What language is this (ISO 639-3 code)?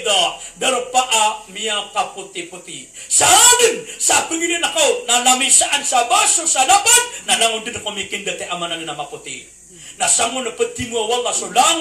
mrw